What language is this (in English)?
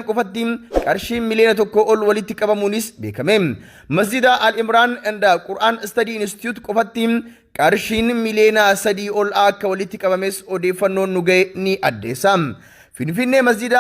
Oromo